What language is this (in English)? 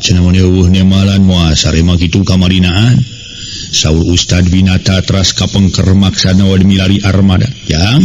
Sundanese